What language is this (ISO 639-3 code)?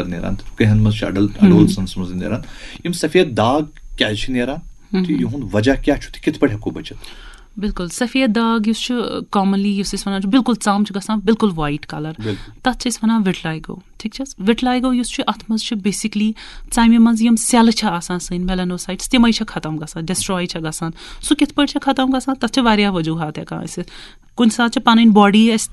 kas